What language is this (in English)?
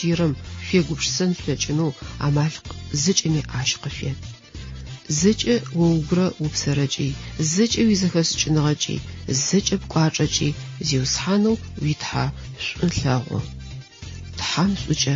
Adyghe